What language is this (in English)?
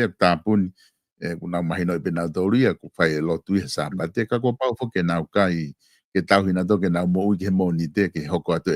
Tongan